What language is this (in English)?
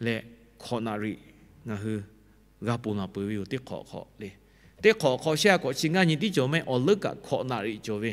Lahu